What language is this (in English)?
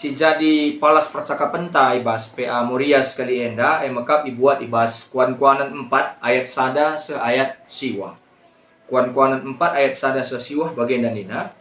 Batak Karo